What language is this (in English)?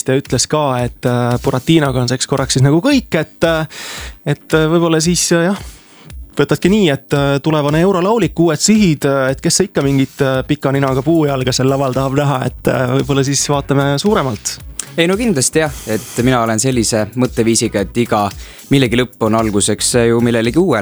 Estonian